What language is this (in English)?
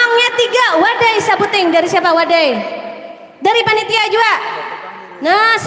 Banjar